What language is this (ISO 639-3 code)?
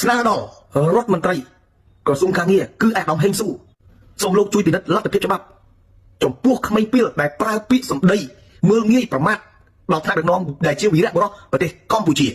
khm